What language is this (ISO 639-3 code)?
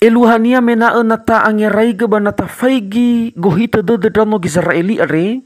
nia